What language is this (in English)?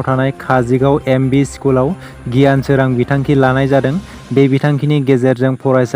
Bodo